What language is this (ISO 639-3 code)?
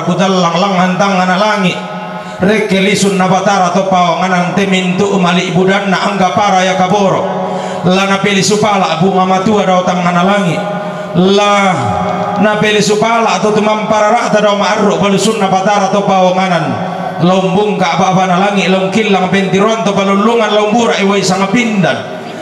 sda